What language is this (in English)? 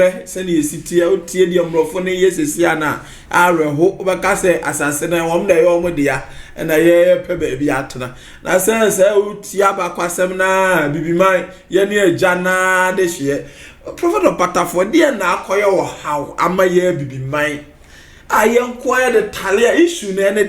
Akan